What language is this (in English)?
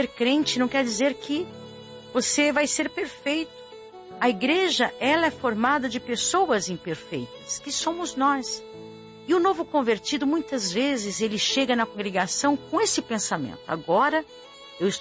Portuguese